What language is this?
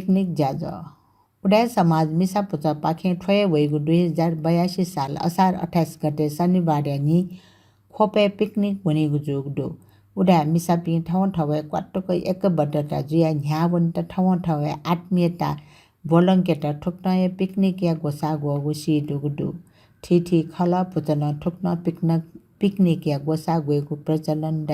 Newari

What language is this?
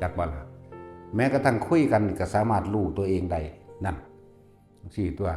Northeastern Thai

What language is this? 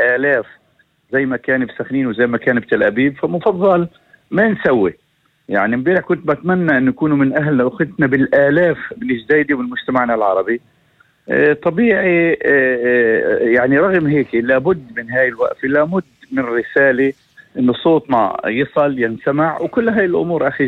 North Levantine Arabic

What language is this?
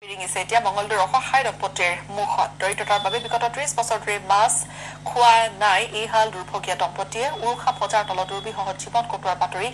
Assamese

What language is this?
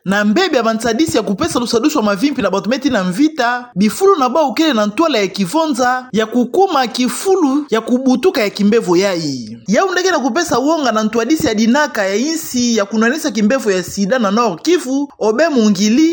Kituba (Democratic Republic of Congo)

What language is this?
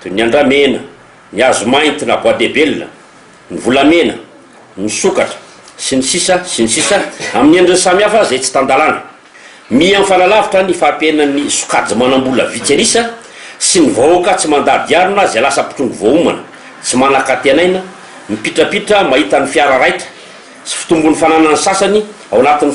Malagasy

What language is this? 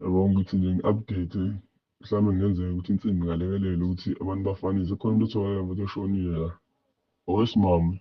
Zulu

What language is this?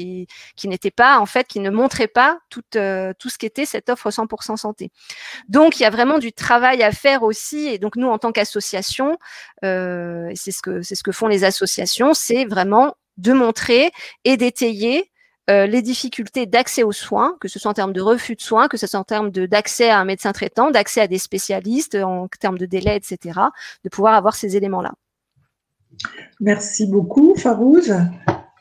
French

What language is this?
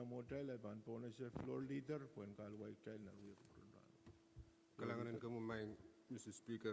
Pohnpeian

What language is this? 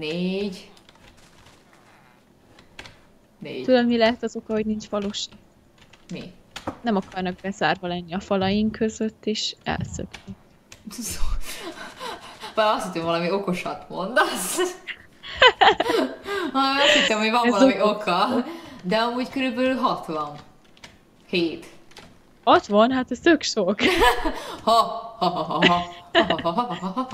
Hungarian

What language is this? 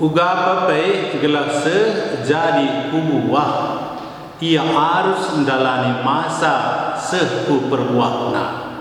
Batak Karo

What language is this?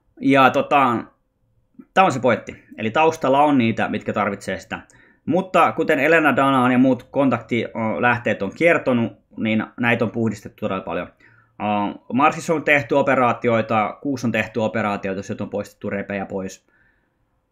Finnish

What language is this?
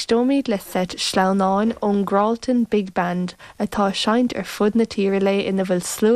Irish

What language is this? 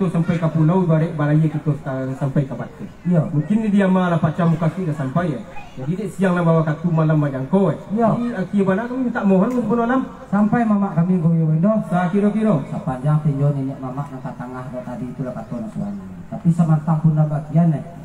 Minangkabau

